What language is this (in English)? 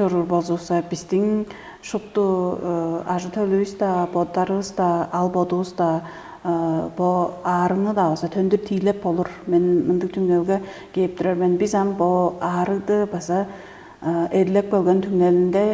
Tuvinian